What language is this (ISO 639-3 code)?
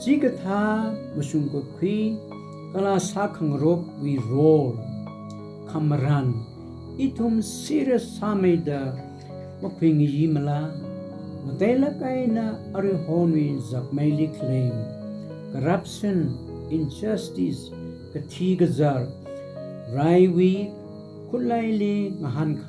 nmf